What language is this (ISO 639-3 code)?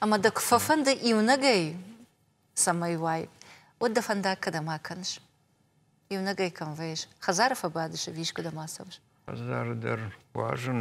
oss